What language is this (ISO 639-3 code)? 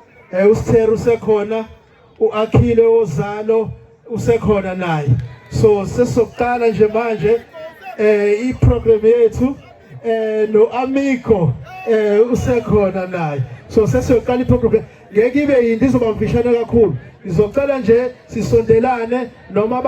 zul